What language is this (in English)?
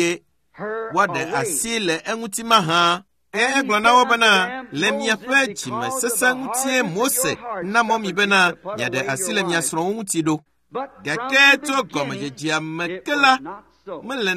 Ewe